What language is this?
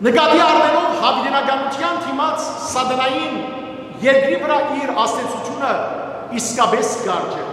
Western Armenian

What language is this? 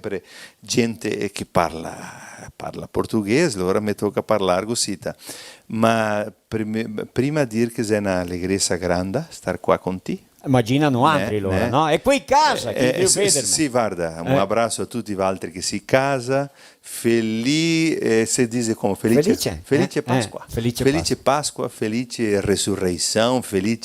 Venetian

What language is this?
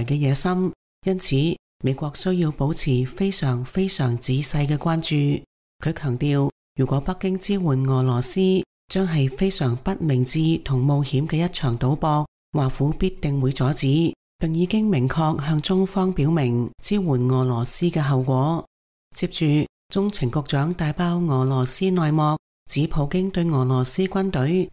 Cantonese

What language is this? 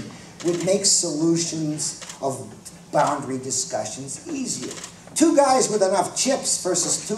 English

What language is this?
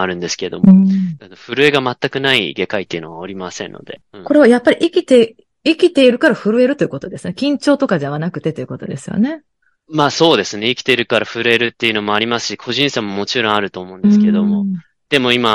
Japanese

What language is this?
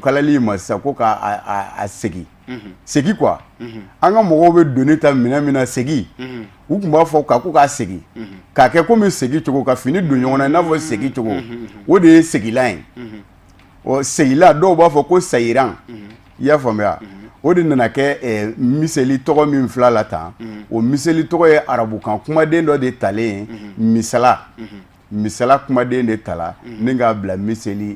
Bambara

